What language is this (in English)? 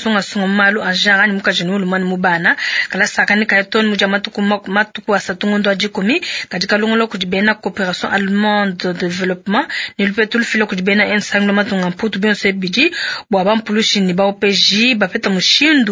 Luba-Lulua